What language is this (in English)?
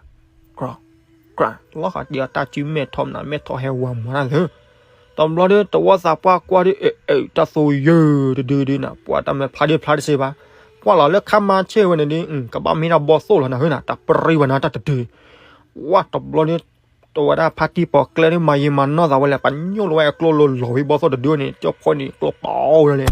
S'gaw Karen